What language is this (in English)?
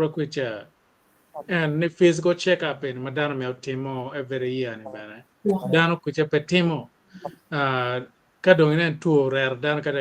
Acoli